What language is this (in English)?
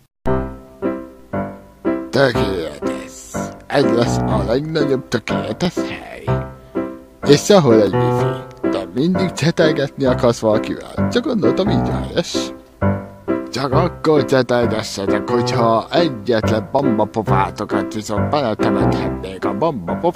Hungarian